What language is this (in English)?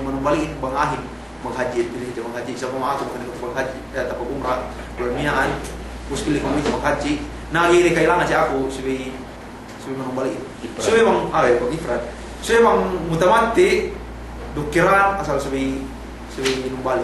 Yakan